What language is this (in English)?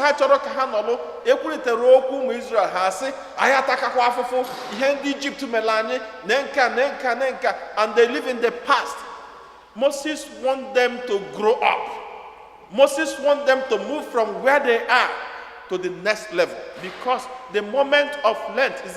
Igbo